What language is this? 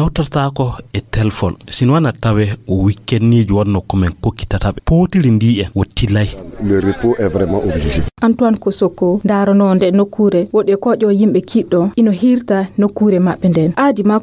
Fula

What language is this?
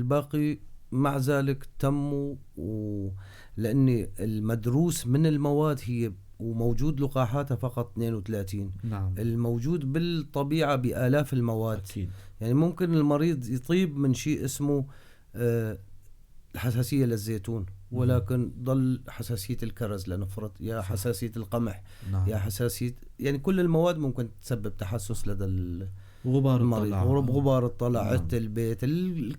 North Levantine Arabic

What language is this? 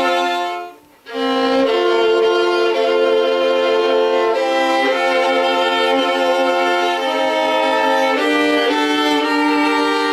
Estonian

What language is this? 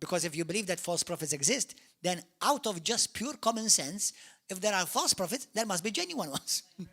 English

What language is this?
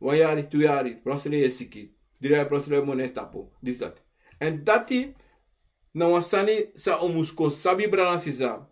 Sranan Tongo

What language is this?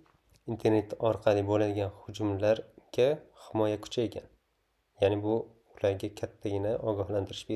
Uzbek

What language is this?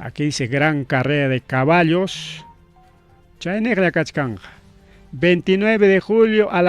Ayacucho Quechua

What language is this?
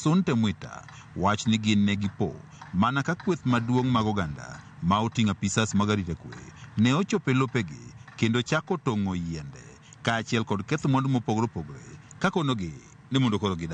Luo (Kenya and Tanzania)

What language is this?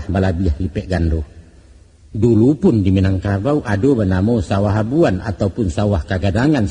Minangkabau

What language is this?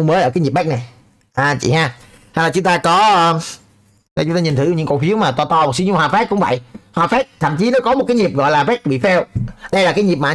Vietnamese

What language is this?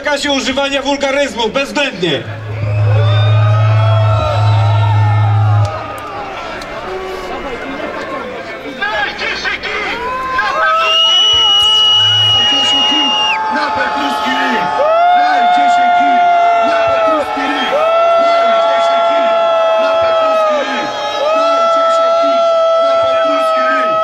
Polish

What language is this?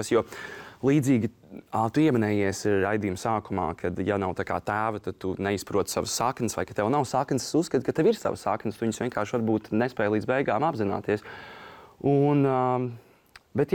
Latvian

